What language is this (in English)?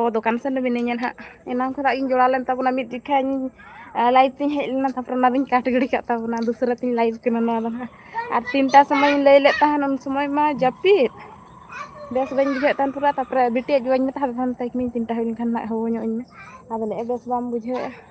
Santali